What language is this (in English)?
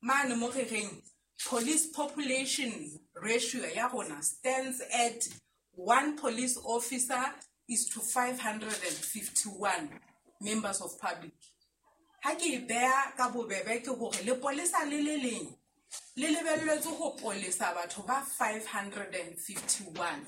Southern Sotho